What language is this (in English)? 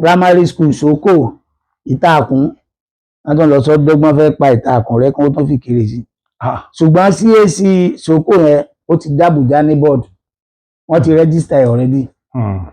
Yoruba